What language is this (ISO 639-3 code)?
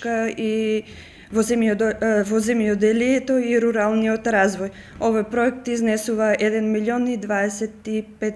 mkd